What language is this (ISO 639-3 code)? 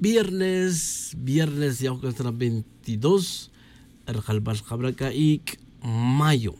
tzj